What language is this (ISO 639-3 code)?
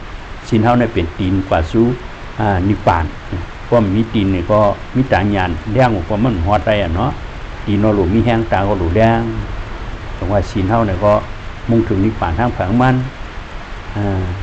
shn